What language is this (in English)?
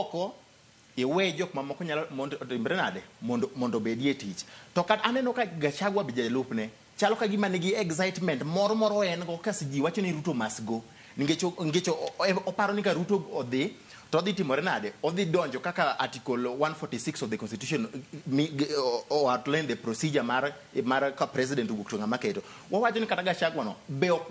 Luo (Kenya and Tanzania)